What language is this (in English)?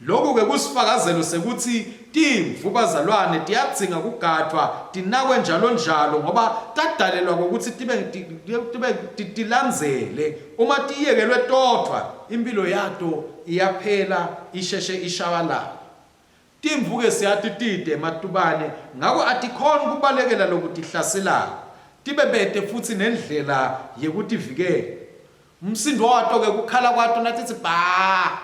Swati